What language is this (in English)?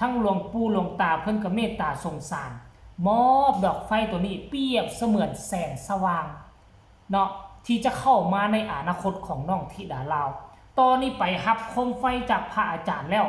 Lao